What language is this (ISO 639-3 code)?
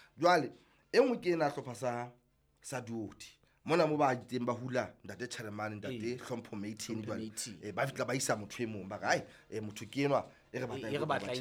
sot